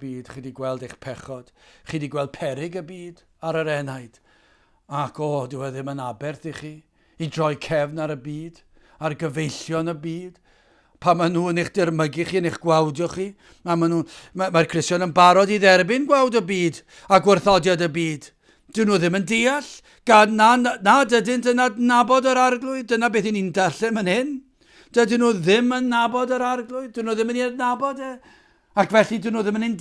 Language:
Welsh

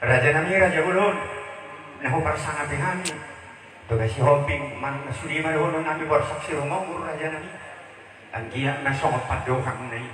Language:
Batak Toba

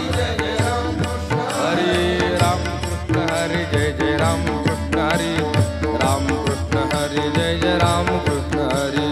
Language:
Marathi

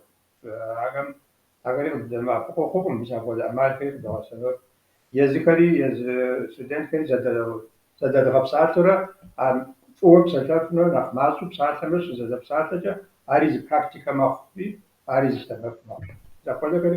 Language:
Kabardian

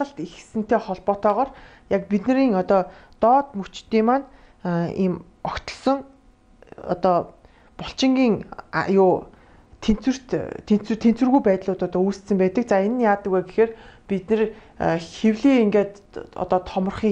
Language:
Mongolian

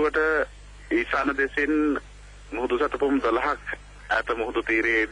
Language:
Sinhala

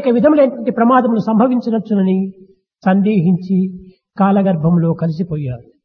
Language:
Telugu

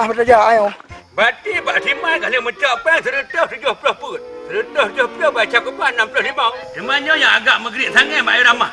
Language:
Achinese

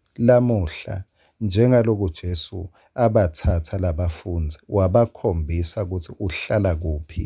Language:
Swati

